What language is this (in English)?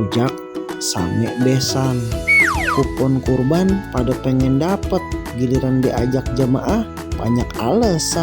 Betawi